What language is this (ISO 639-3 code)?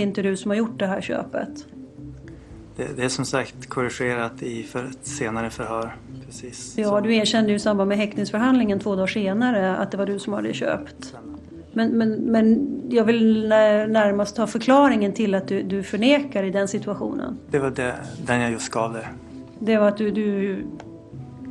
swe